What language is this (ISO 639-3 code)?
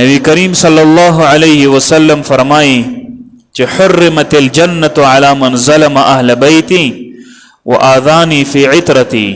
pus